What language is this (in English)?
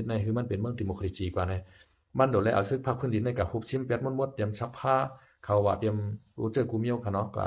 Shan